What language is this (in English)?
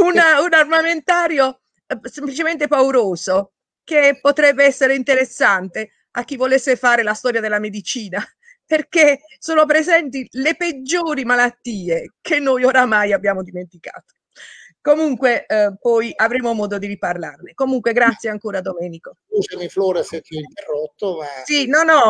Italian